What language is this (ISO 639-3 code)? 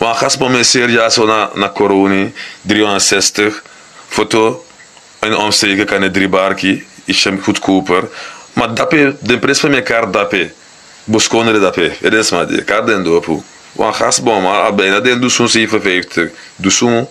srn